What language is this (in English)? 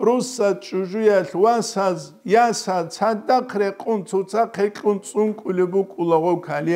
Avaric